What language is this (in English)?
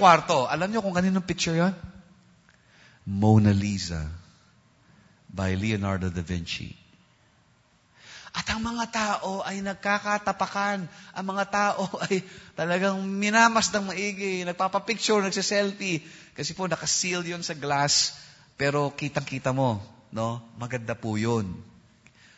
Filipino